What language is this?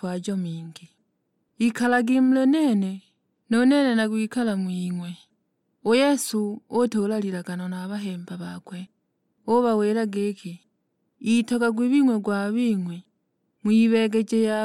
Sukuma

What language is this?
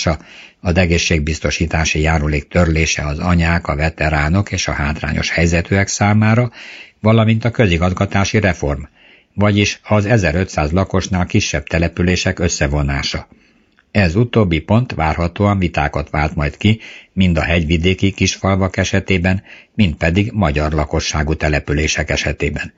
Hungarian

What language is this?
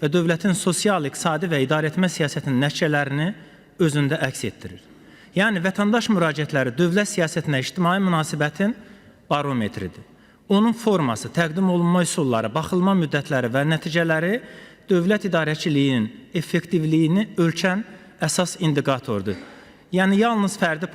Azerbaijani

